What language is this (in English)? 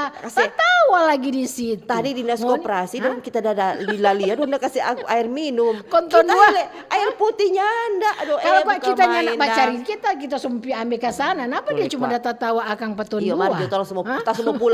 Manado Malay